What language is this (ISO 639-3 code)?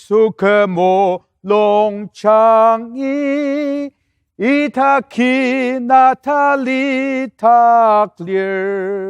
njo